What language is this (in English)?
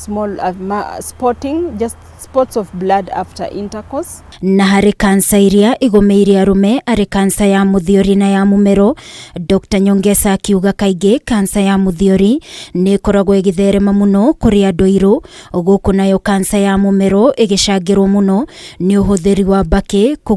Kikuyu